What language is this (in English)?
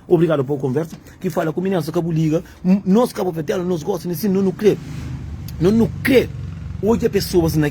Kabuverdianu